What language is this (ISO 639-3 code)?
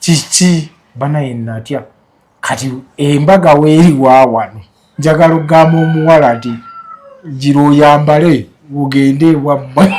lug